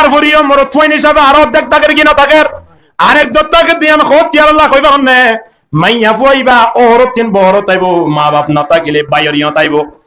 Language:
Rohingya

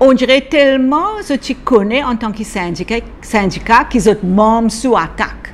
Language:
Morisyen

